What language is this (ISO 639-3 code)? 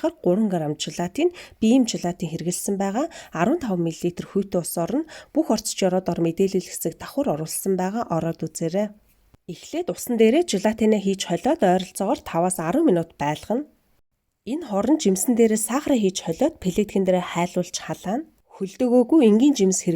mon